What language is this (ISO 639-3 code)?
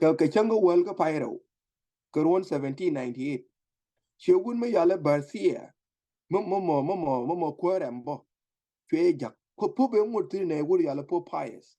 nus